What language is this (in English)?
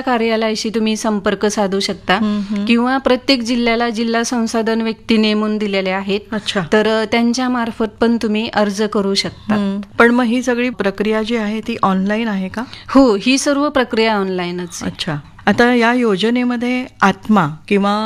Marathi